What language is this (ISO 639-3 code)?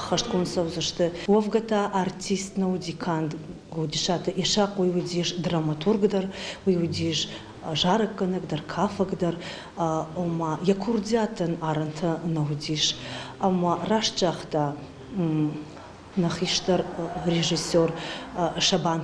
oss